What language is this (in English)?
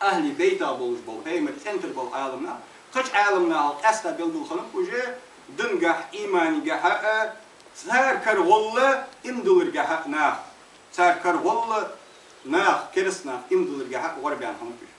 Ingush